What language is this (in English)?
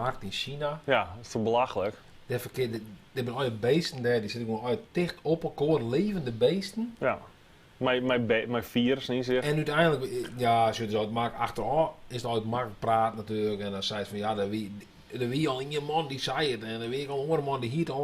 Western Frisian